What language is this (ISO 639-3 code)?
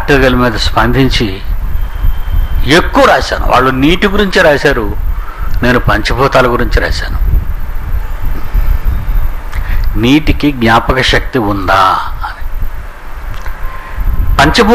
tel